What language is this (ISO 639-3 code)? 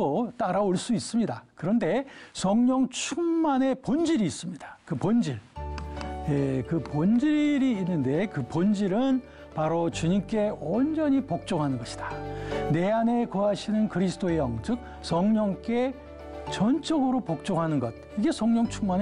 kor